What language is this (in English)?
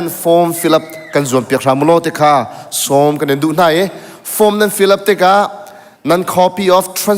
Hakha Chin